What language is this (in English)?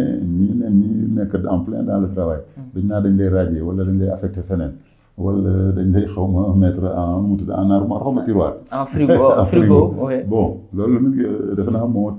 Wolof